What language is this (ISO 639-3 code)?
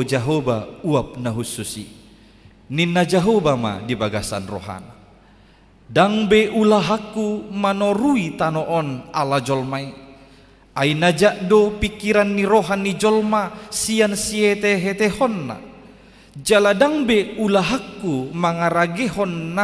bbc